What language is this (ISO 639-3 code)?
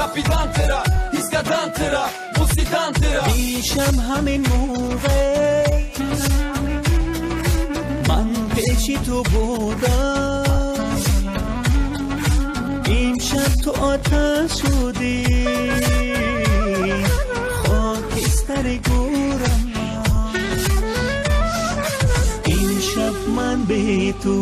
fas